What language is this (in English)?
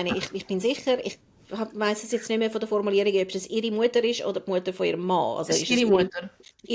Swiss German